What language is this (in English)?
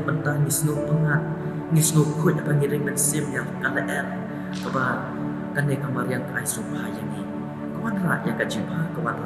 Khasi